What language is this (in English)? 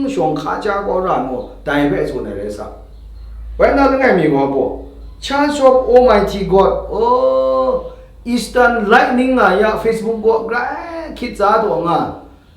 Kachin